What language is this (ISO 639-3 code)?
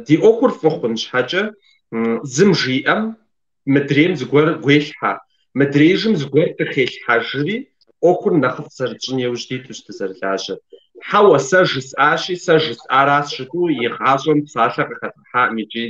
kbd